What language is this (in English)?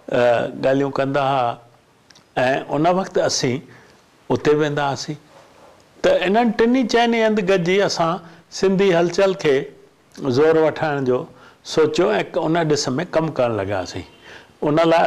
Sindhi